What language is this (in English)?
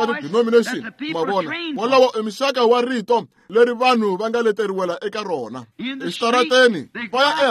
Tsonga